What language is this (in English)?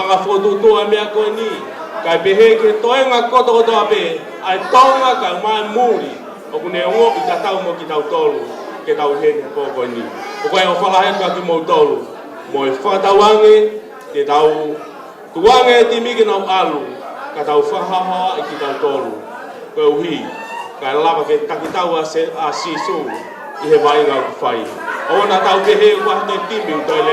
Tongan